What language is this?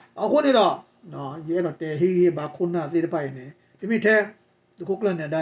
S'gaw Karen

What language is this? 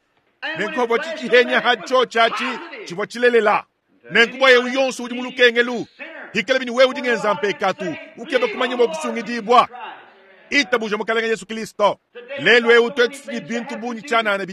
Luba-Lulua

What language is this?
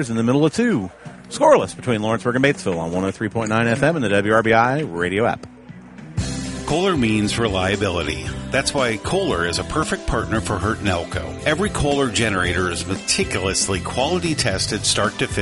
English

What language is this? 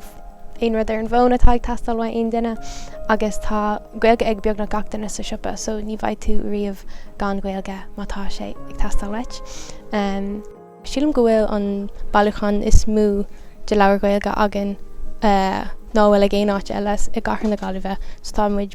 Irish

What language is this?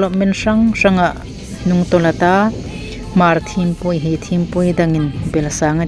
Hmar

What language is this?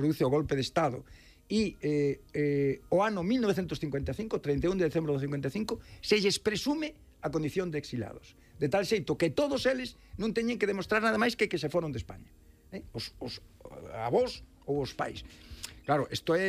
Galician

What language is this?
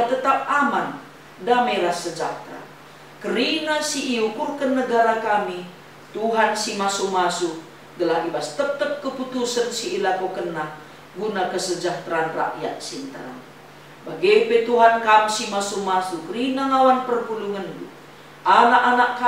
Batak Karo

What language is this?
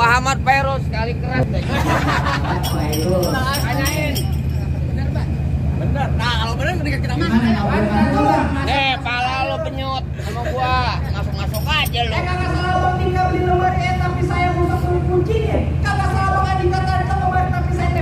Betawi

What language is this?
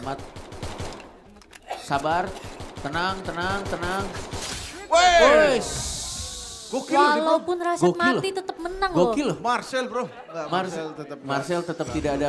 Indonesian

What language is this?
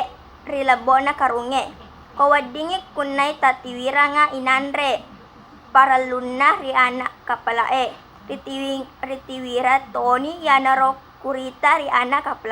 Buginese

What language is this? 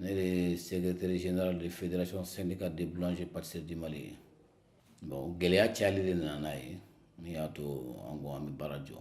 Bambara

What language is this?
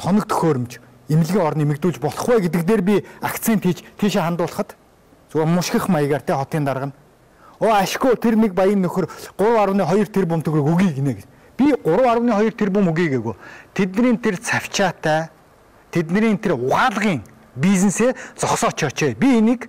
Mongolian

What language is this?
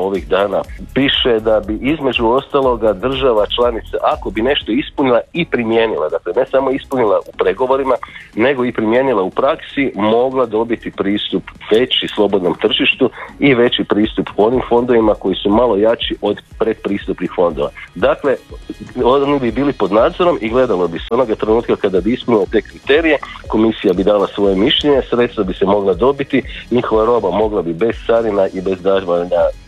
Croatian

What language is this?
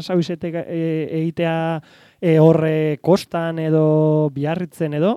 Basque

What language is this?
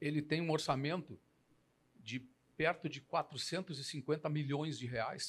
Portuguese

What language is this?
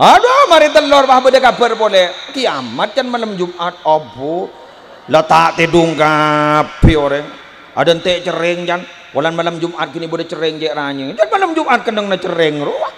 Madurese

